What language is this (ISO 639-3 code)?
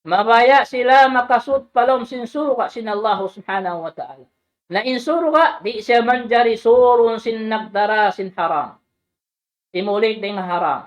tsg